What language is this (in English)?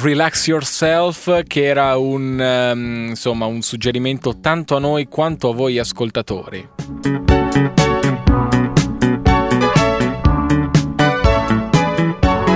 Italian